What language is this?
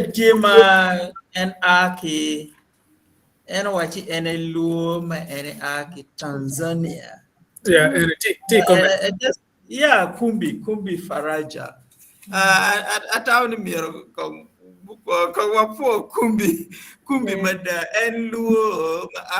Acoli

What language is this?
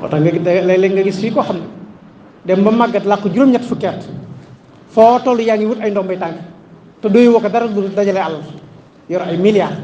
Wolof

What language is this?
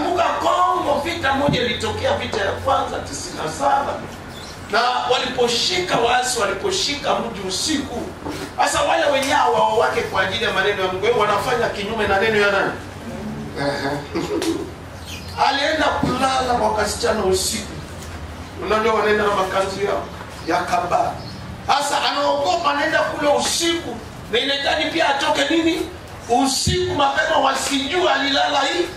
Swahili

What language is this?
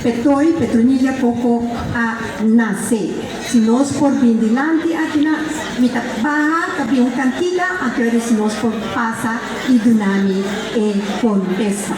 Papiamento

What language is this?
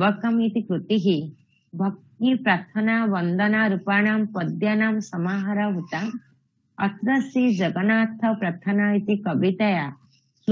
Sanskrit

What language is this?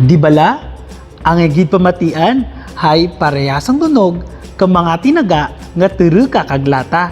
Kinaray-a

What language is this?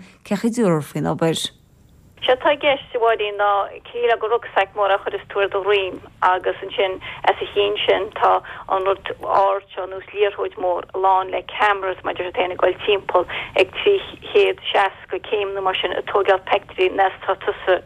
Irish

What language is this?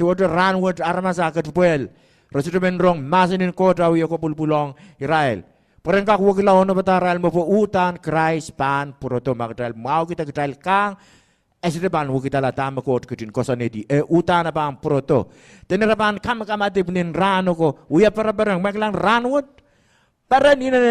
Pohnpeian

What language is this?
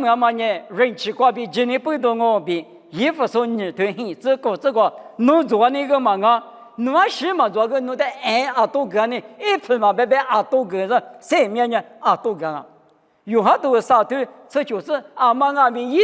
Lisu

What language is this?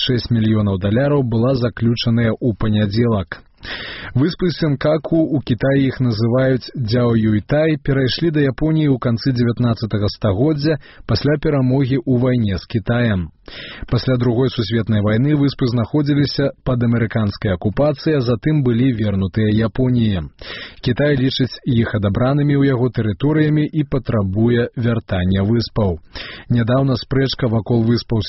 Belarusian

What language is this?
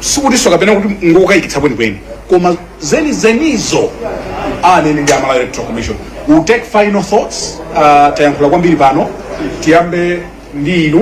Nyanja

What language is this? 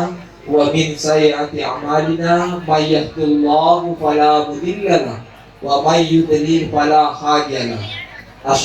Buginese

